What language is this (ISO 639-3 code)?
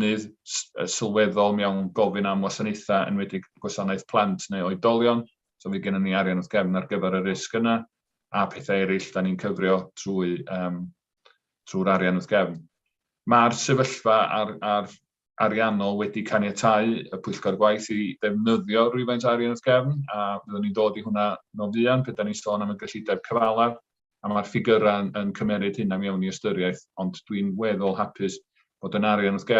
cym